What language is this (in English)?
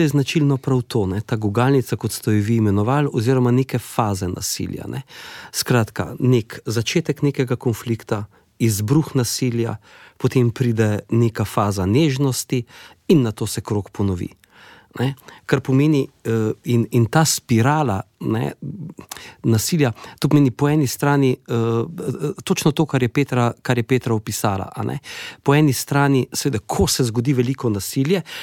Slovenian